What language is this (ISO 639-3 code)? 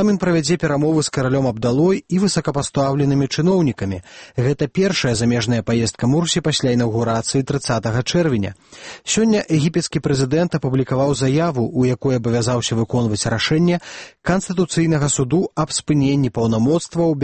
bel